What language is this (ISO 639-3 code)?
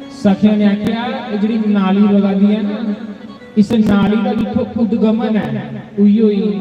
doi